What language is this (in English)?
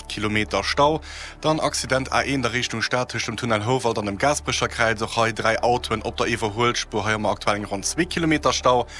Luxembourgish